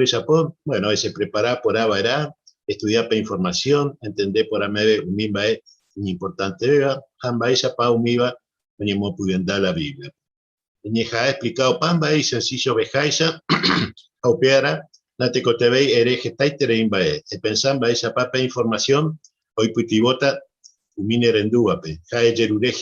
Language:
Guarani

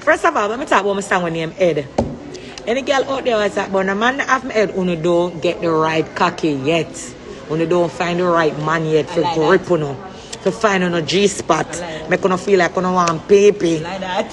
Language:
Jamaican Creole English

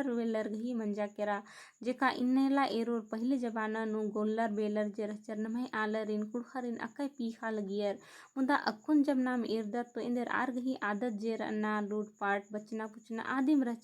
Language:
Kurukh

